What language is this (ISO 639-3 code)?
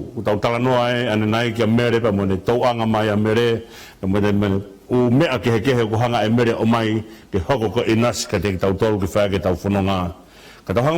ton